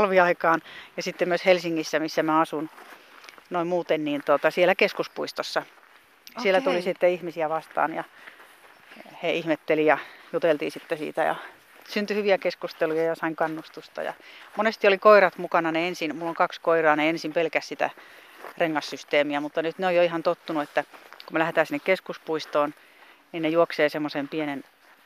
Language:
Finnish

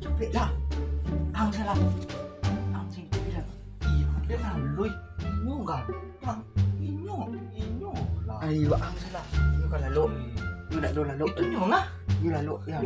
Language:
Minangkabau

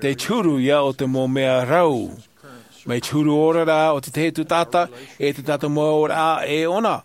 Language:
Tahitian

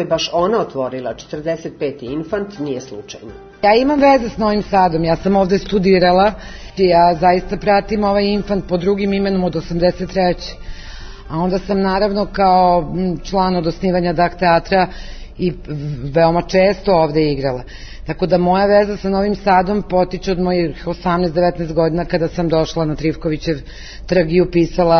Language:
Serbian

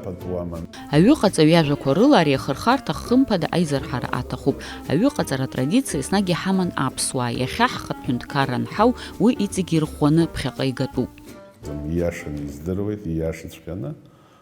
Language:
Abkhazian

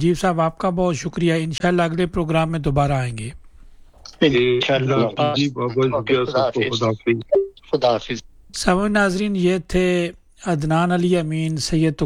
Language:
Urdu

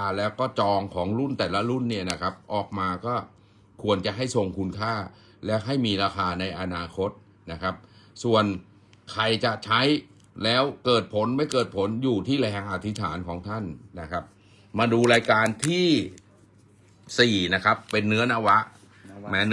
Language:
Thai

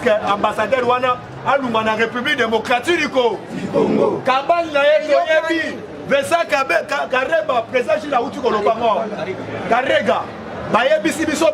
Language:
Lingala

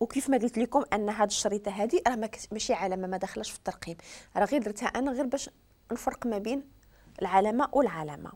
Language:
Moroccan Arabic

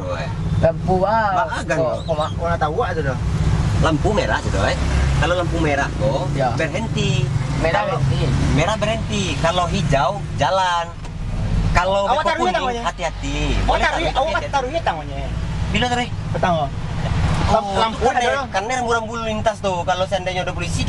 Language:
Minangkabau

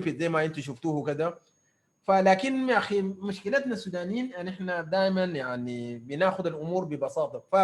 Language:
Sudanese Arabic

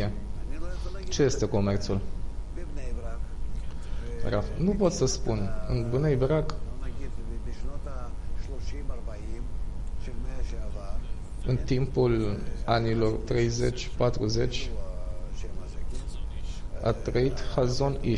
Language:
Romanian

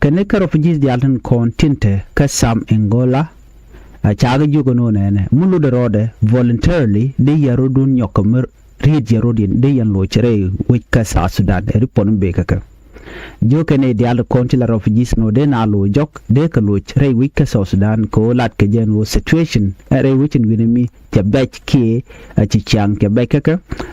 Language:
Nuer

